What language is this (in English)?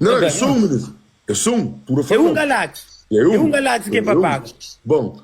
Kabuverdianu